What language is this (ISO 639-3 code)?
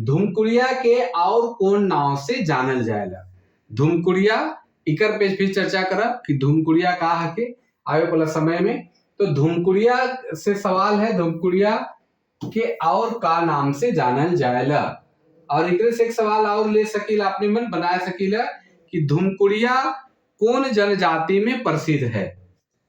sck